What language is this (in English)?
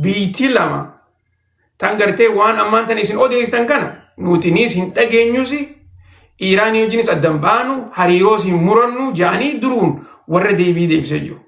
Oromo